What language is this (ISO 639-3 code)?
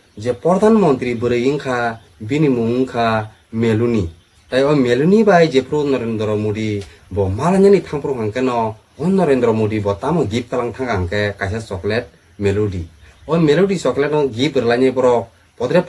trp